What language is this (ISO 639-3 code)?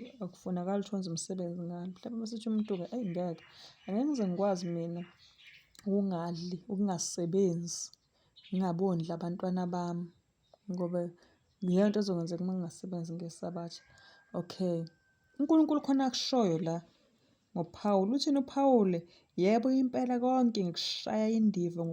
zul